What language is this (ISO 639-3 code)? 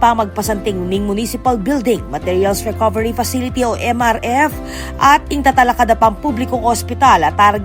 pam